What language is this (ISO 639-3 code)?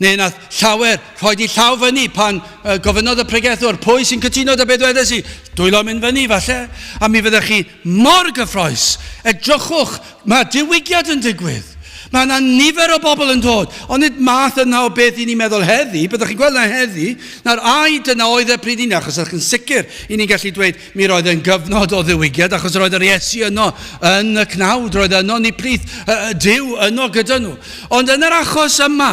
cym